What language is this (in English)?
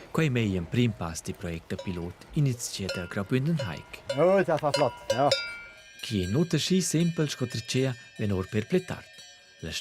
Romansh